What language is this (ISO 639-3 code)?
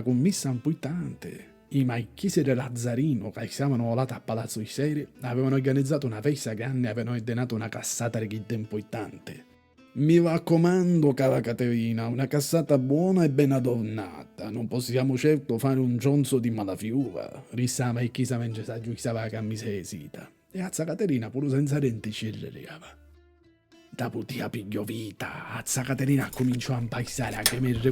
scn